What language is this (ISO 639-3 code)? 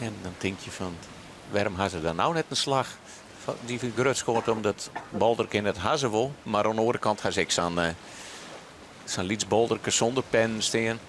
fry